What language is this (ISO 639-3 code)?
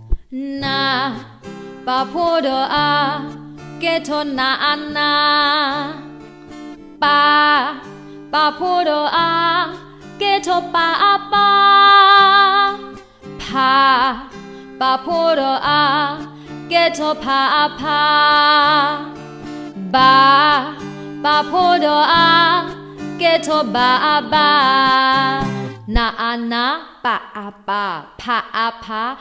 ksw